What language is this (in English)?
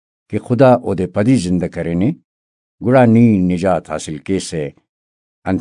Brahui